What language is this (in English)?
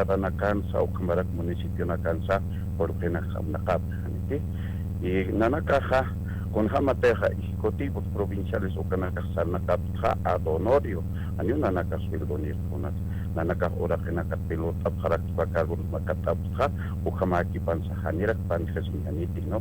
Aymara